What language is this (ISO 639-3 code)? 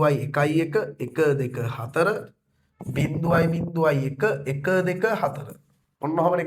sin